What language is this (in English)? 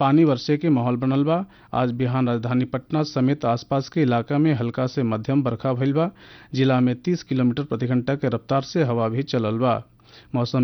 Bhojpuri